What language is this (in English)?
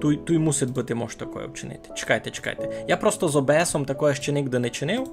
Rusyn